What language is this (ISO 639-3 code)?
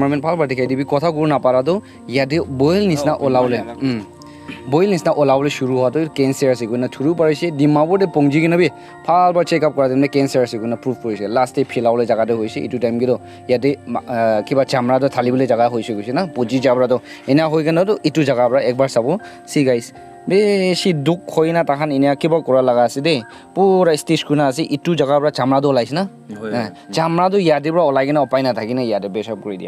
nag